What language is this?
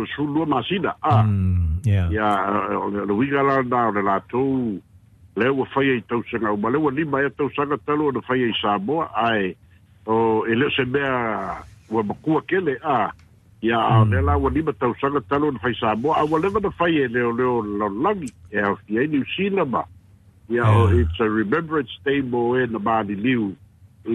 Samoan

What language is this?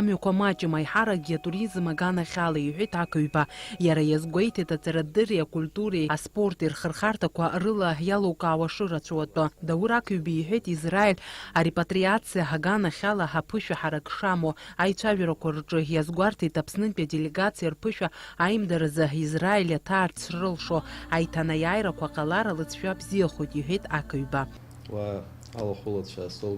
Abkhazian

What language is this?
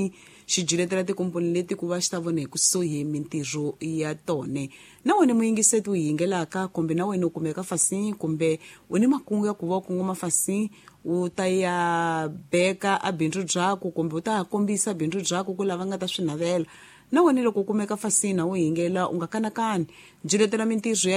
Tsonga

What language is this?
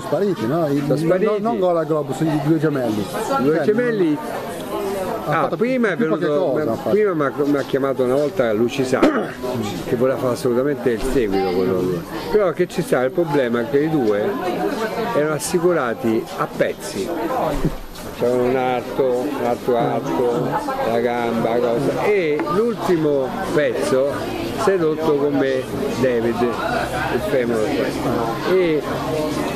Italian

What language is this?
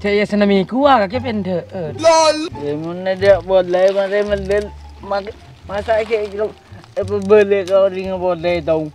Madurese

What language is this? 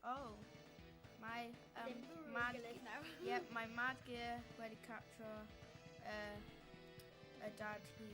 Welsh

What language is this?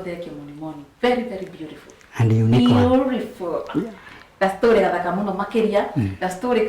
Kikuyu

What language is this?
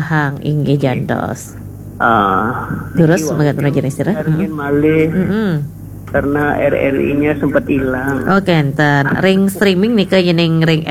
Balinese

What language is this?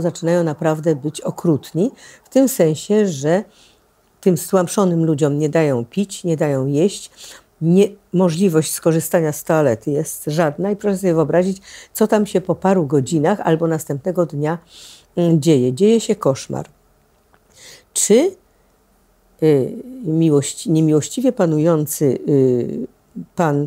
Polish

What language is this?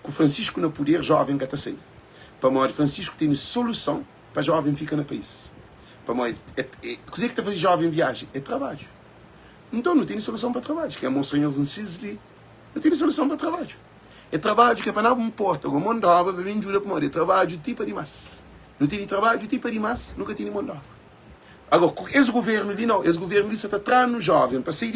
Kabuverdianu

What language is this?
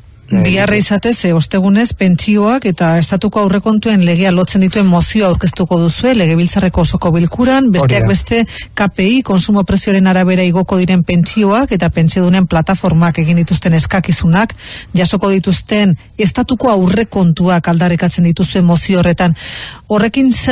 Basque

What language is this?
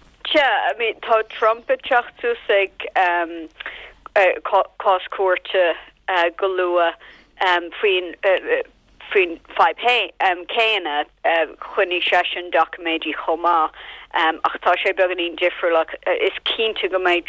Irish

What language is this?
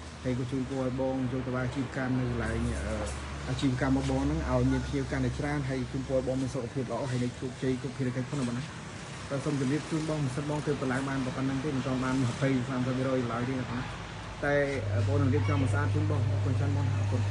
Khmer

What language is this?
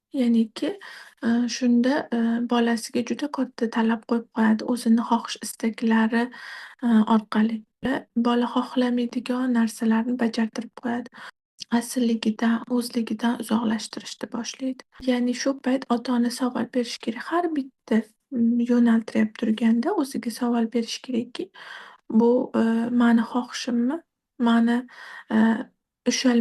Uzbek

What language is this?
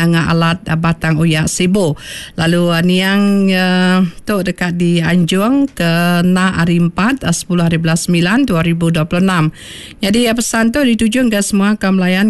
Iban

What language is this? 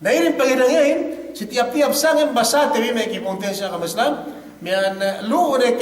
Yakan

